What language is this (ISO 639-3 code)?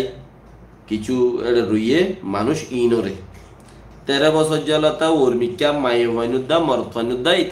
rhg